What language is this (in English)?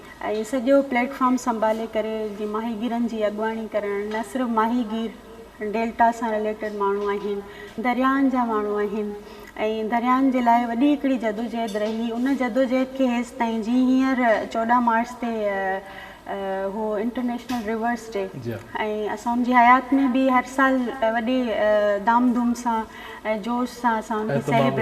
Sindhi